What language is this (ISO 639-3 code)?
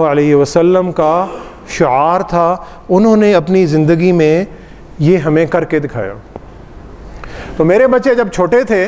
urd